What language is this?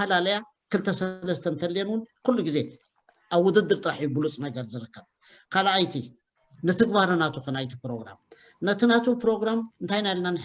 Tigrinya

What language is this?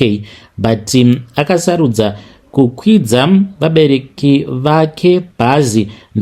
Shona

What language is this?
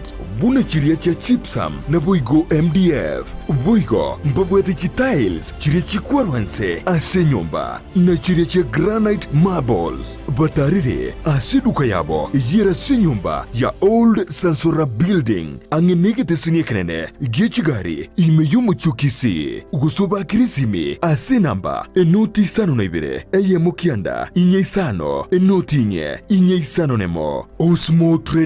Gusii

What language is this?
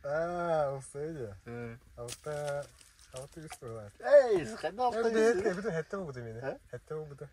Yakut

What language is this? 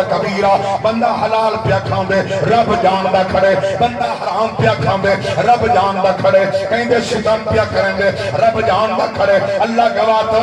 Saraiki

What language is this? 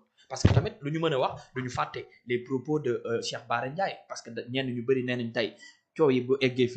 Wolof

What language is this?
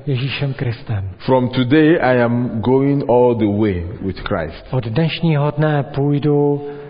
Czech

